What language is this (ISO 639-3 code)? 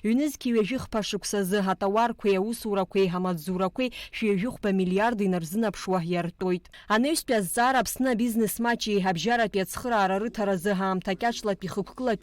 abk